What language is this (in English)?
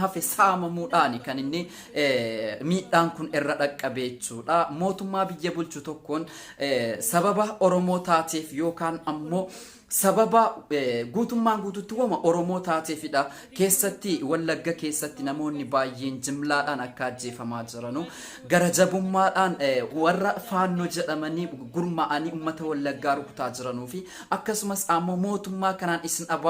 Oromo